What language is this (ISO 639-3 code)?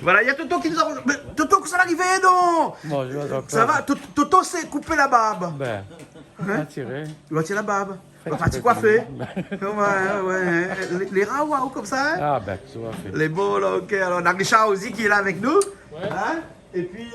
rcf